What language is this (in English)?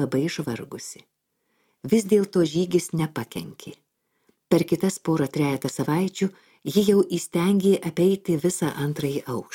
Lithuanian